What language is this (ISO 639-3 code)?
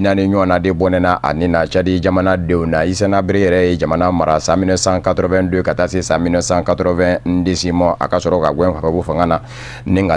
bam